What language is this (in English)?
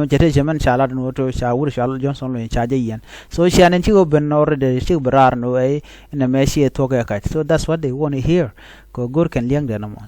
Nuer